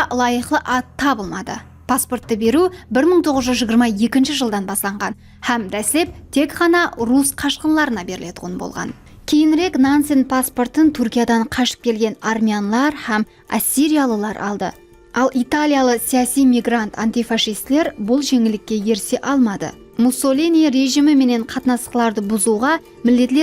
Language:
Kara-Kalpak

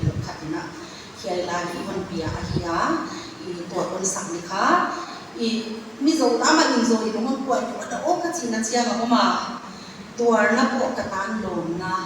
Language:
Paite Chin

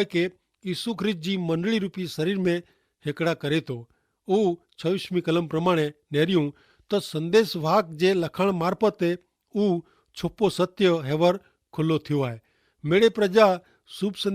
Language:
Kachhi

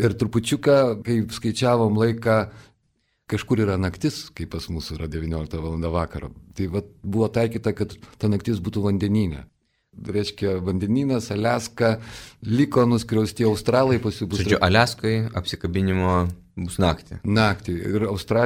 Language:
Lithuanian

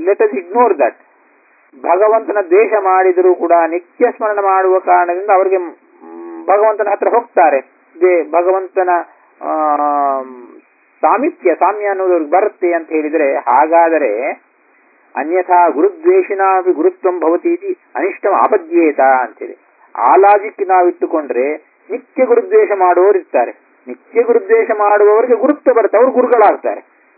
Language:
Kannada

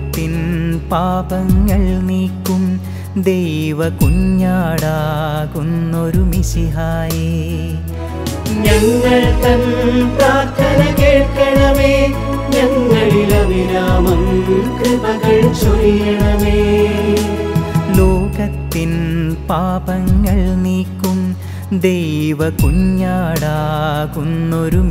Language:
Malayalam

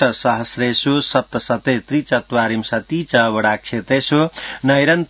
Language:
Sanskrit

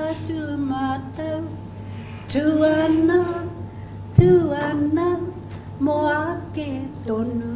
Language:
Māori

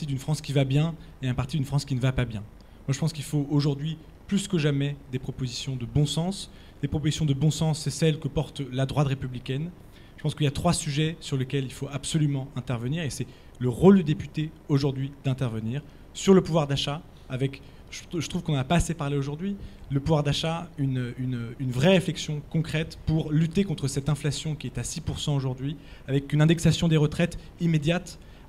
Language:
French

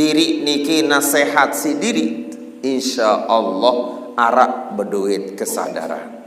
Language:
Sasak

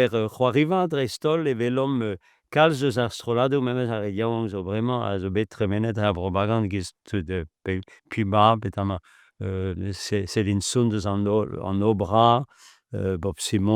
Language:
Breton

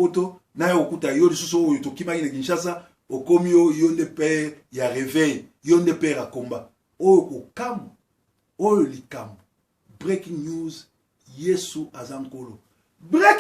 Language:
Lingala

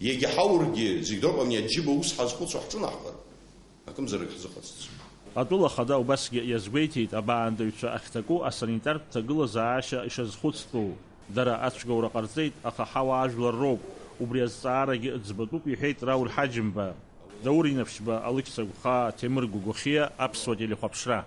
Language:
Abkhazian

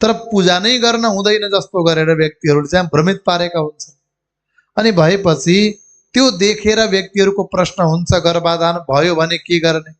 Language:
Nepali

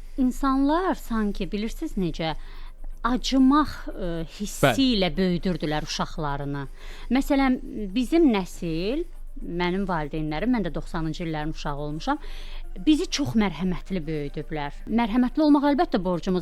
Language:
Azerbaijani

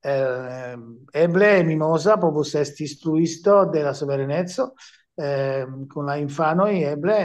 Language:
Esperanto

